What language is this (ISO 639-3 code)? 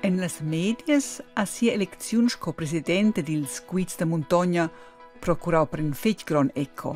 roh